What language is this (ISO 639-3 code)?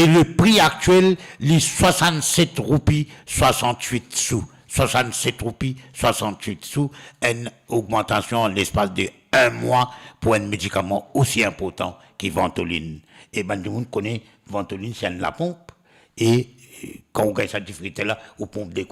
mfe